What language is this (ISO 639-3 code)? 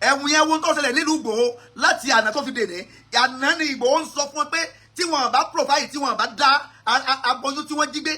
yor